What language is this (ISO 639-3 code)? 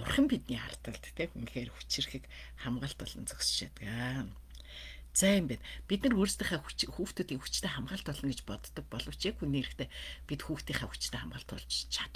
mon